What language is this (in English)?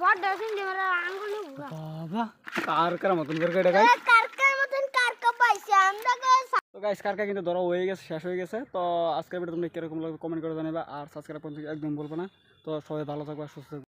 Assamese